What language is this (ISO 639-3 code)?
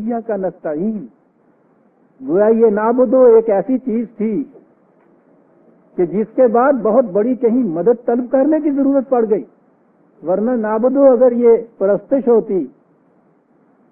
urd